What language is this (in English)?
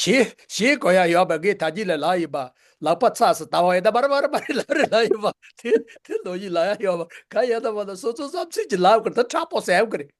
Tibetan